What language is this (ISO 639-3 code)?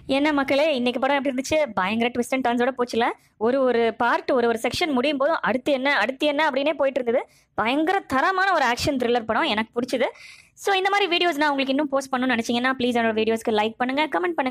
tam